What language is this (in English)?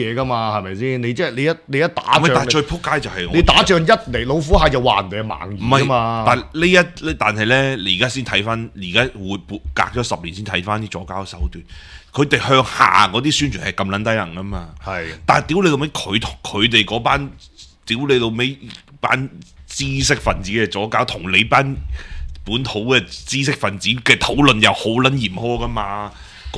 Cantonese